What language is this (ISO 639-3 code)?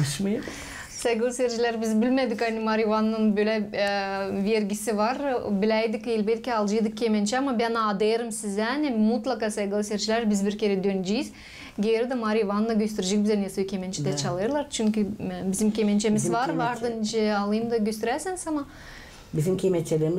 gag